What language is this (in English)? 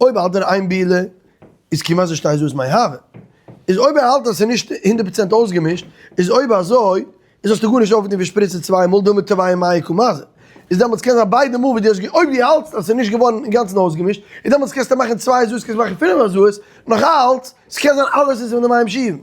Yiddish